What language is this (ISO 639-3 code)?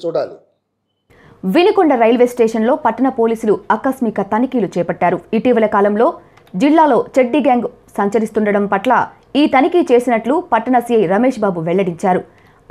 tel